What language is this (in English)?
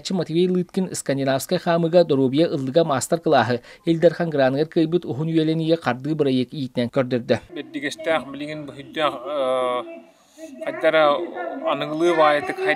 Yakut